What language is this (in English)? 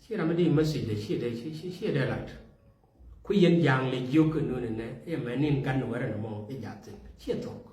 Nuer